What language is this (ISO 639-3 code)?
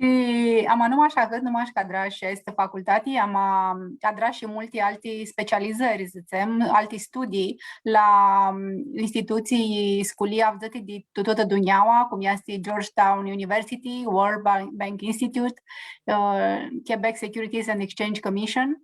rup